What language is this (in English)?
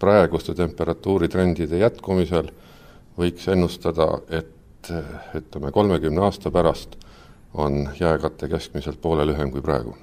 Estonian